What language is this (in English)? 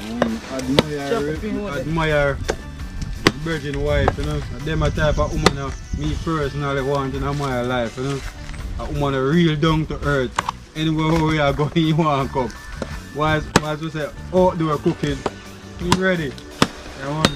Jamaican Creole English